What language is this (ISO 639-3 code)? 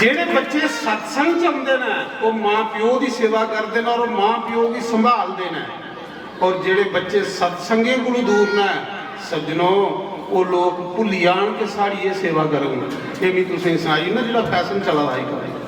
doi